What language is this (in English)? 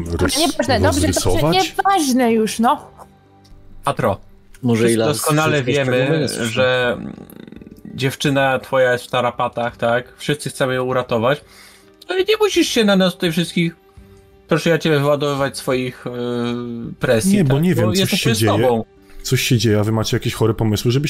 Polish